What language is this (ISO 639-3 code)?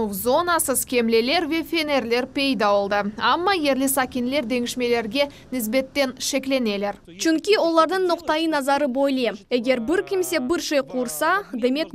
crh